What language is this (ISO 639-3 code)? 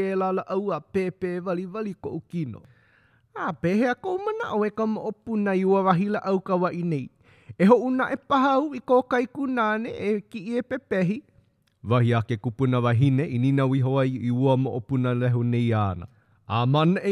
haw